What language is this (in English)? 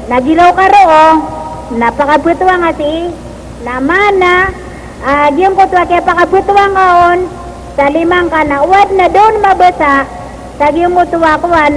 Maranao